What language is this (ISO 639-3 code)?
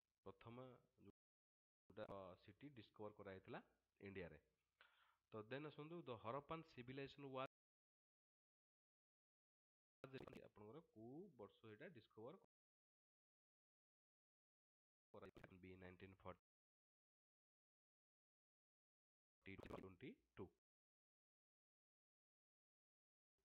ori